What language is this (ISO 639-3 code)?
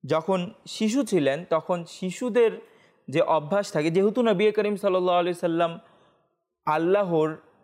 ben